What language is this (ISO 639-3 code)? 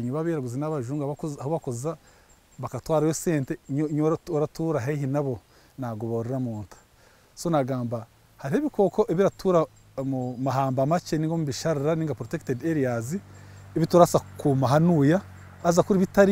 nyn